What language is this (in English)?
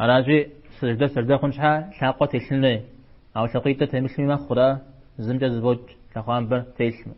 Kabardian